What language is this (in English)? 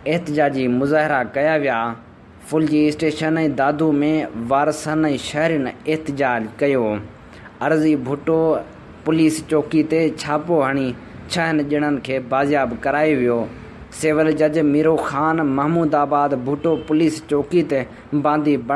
Sindhi